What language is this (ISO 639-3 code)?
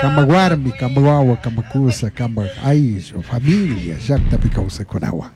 qug